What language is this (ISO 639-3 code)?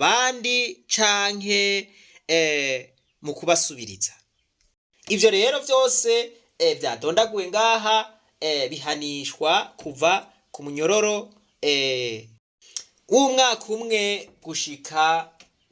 run